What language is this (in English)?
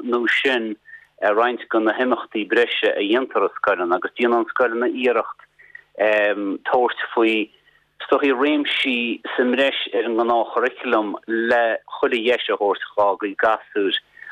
Irish